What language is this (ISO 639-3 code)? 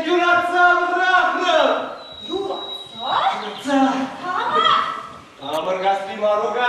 chv